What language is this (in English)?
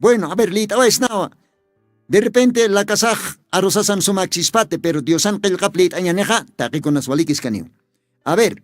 Aymara